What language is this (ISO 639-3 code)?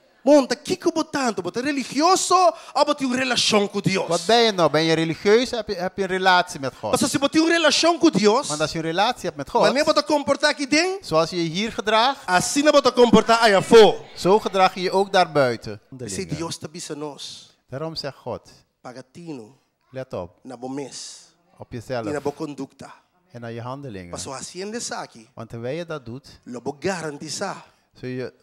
pap